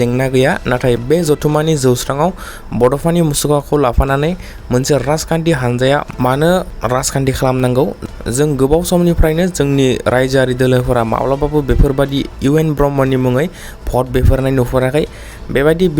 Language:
Bodo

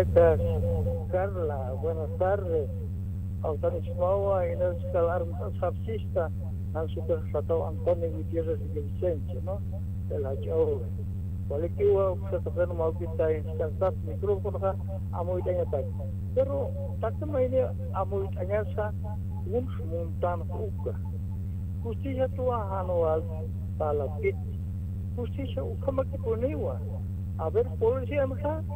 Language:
Aymara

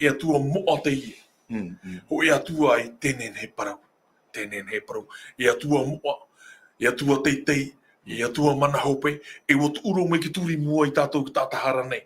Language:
Tahitian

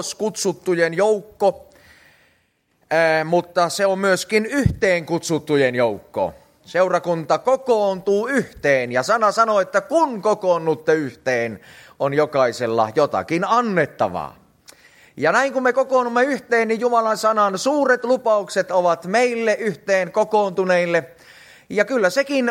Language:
Finnish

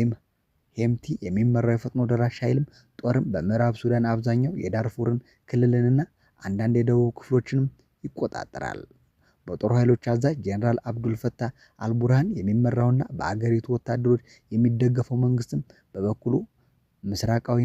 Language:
Amharic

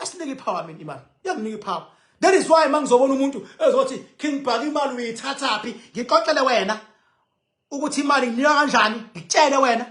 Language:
Zulu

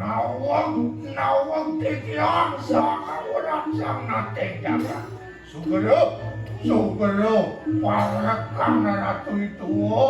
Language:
Balinese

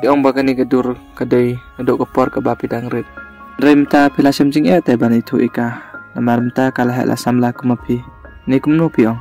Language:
Khasi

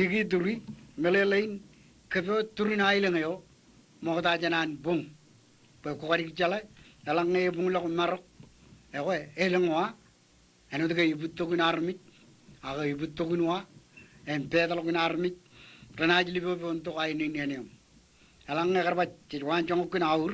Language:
Marshallese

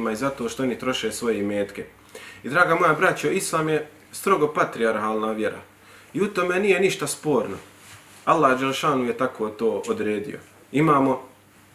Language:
Bosnian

